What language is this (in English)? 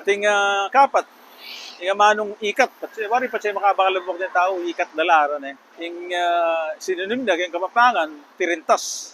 Pampanga